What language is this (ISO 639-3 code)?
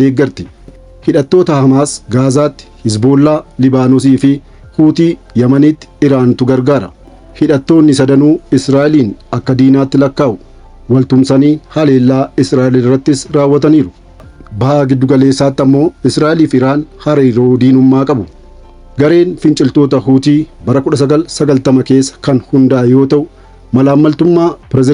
orm